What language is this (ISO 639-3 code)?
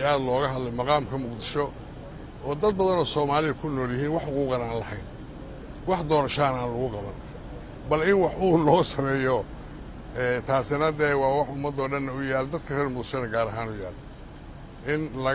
som